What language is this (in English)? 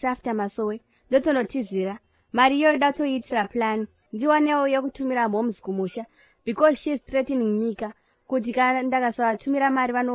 Shona